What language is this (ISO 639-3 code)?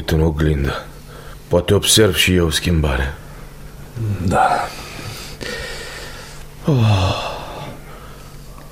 ron